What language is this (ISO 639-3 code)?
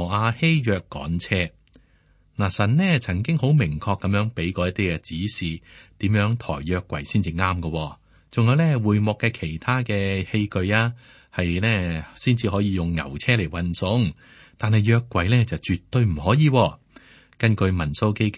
yue